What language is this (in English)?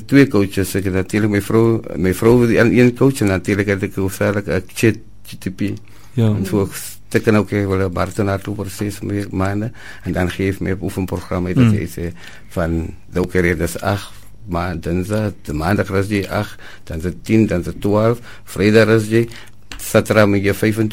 Afrikaans